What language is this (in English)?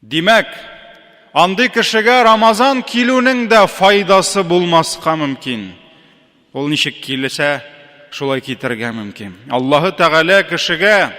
Tatar